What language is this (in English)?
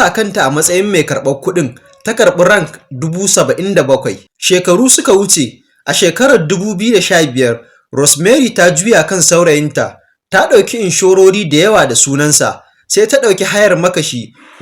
Hausa